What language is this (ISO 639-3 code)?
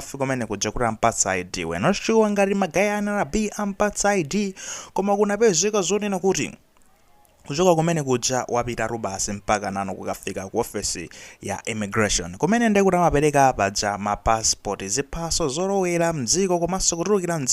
nya